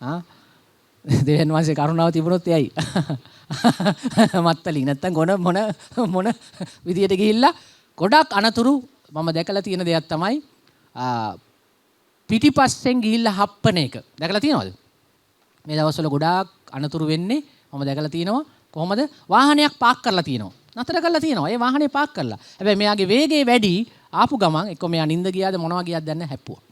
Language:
Sinhala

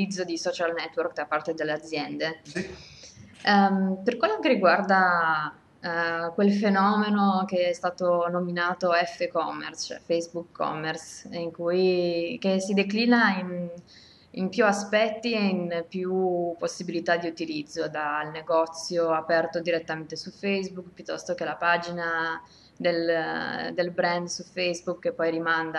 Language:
Italian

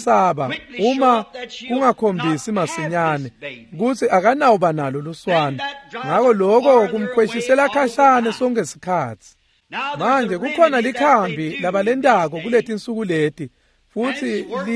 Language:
Swati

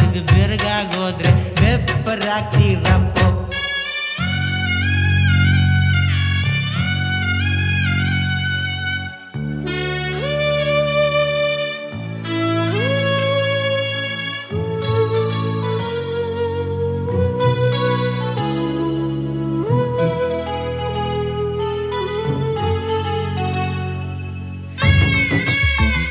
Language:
Kannada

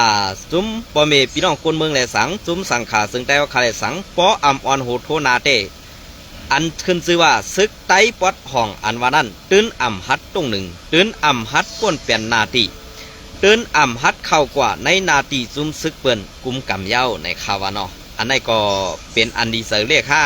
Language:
Shan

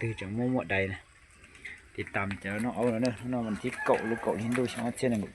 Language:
Hmong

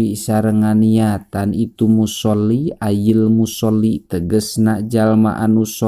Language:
Sundanese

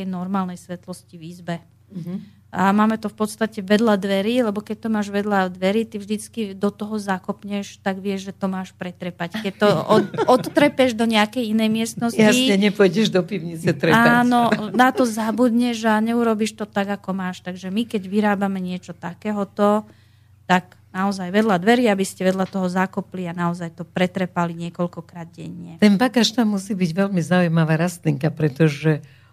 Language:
Slovak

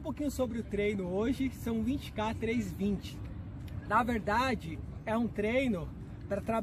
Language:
Portuguese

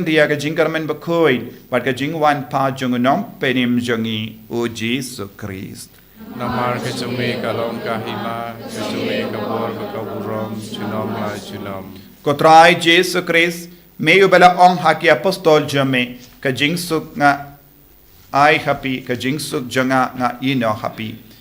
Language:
Khasi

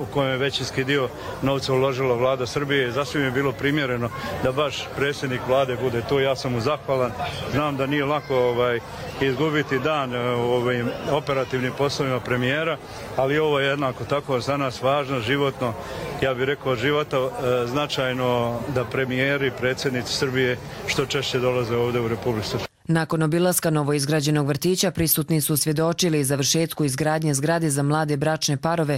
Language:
Croatian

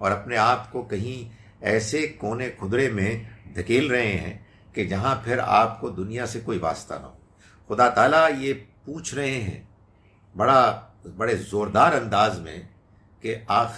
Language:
Urdu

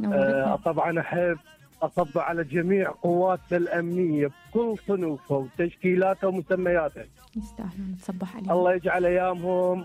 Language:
Mesopotamian Arabic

